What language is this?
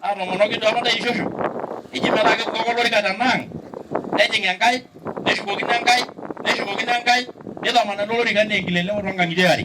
Masai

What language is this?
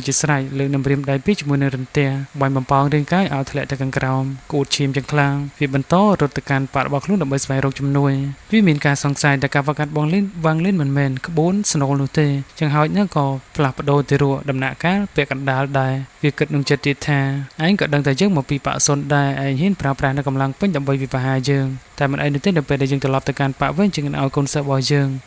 Khmer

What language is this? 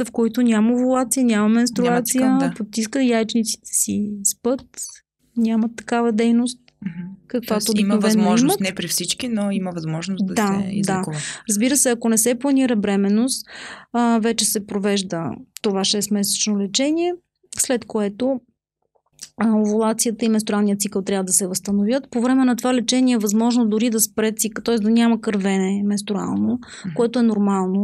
Bulgarian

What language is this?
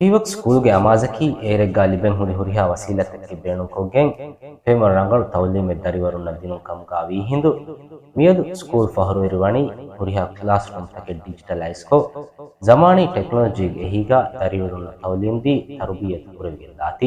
Divehi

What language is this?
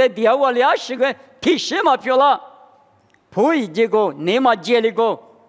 Lisu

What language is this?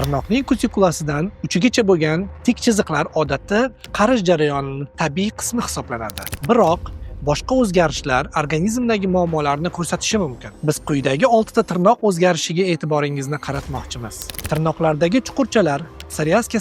Uzbek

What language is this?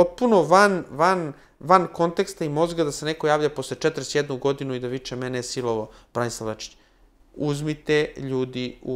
Serbian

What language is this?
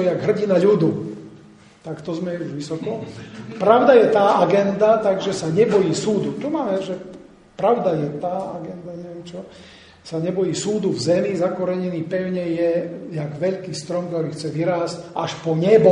Slovak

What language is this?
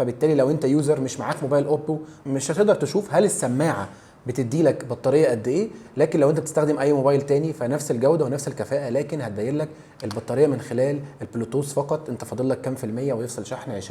Egyptian Arabic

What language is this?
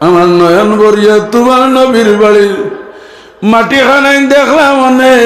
Sylheti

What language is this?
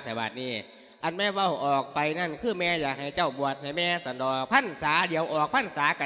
Lao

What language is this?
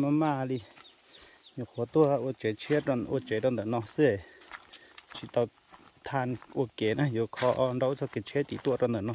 Hmong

